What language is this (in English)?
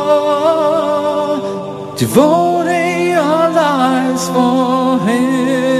English